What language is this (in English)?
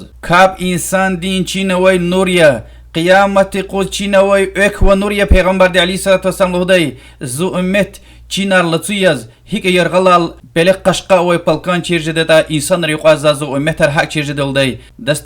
Lezghian